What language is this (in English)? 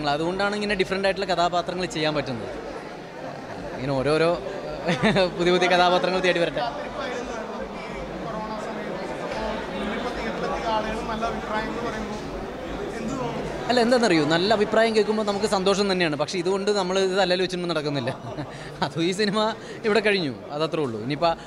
Malayalam